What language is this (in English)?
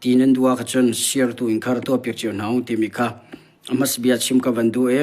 Hakha Chin